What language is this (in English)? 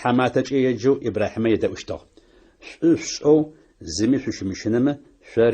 Adyghe